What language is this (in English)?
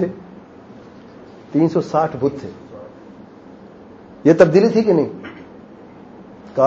Urdu